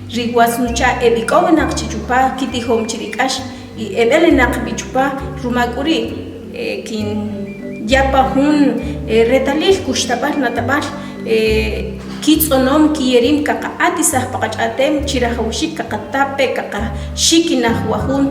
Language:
Achi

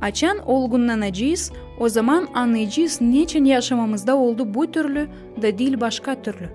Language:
Gagauz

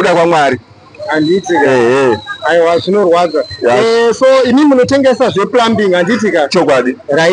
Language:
Shona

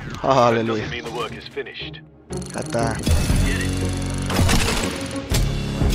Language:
Portuguese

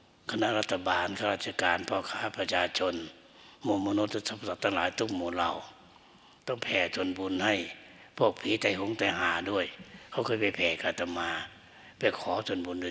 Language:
Thai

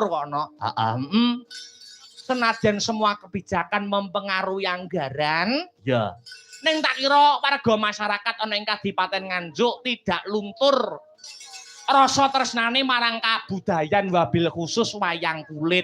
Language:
Javanese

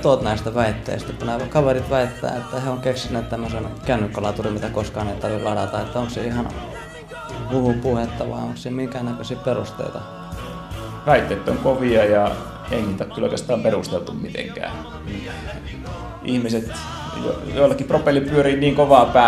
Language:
Finnish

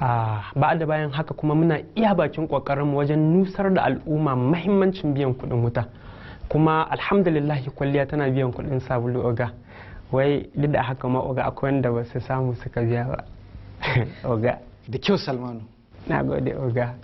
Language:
Hausa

